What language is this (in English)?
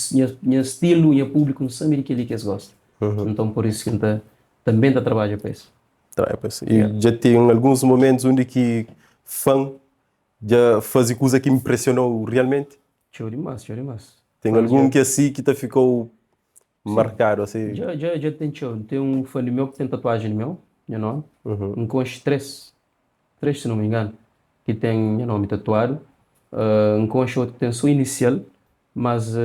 Kabuverdianu